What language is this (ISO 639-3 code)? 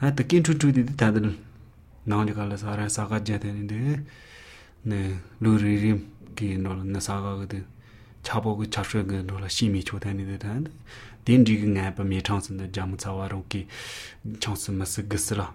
lav